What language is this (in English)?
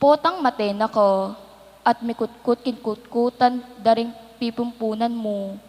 Pampanga